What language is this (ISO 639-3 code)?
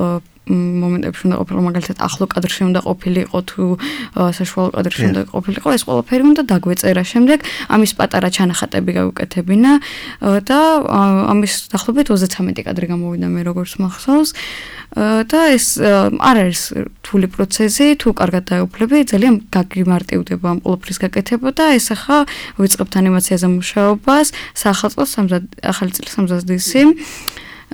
kat